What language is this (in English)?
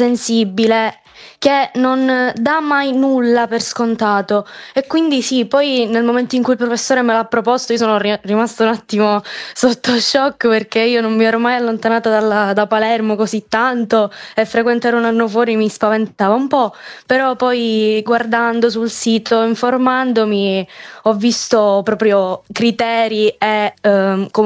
Italian